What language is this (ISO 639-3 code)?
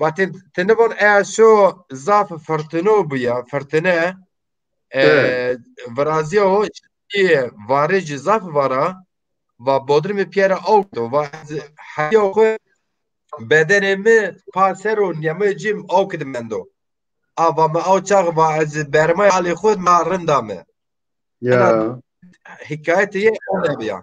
zza